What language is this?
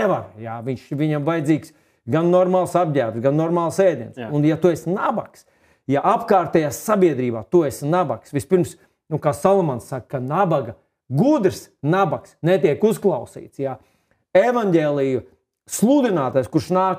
Latvian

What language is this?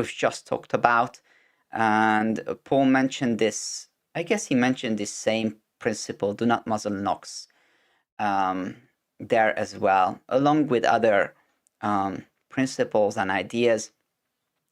English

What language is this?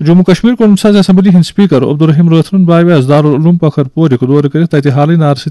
Kashmiri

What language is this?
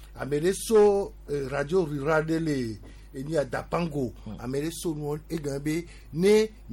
Gen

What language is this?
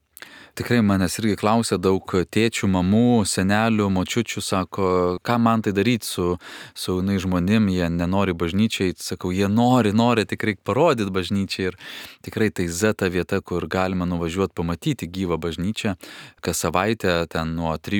Lithuanian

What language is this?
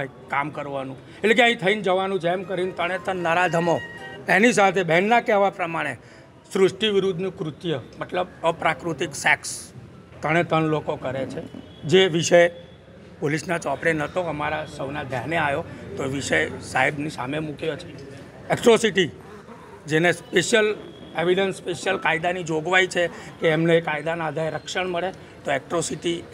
Gujarati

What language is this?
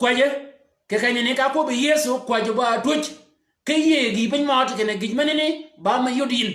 Shilluk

